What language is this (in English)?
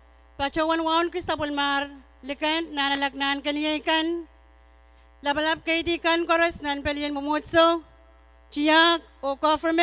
Pohnpeian